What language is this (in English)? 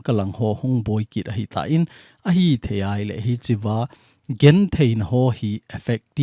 Thado Chin